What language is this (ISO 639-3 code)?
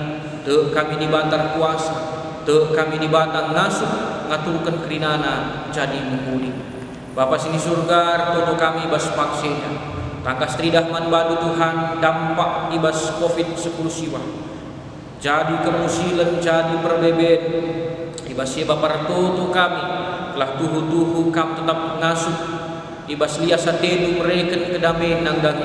btx